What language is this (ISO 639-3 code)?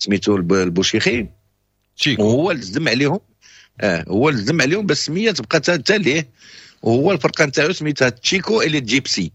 ary